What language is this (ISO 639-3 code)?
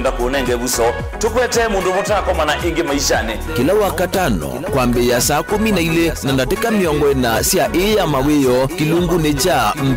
kam